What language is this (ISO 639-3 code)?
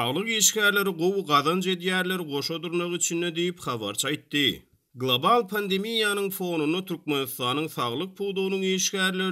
tuk